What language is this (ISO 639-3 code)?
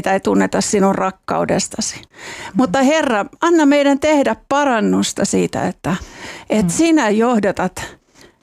fin